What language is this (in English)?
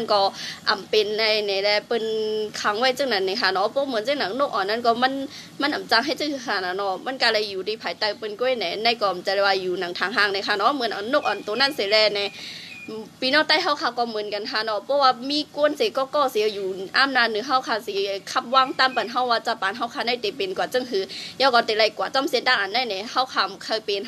Shan